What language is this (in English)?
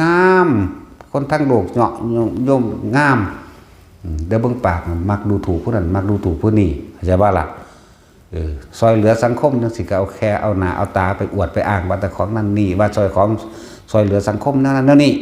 Northeastern Thai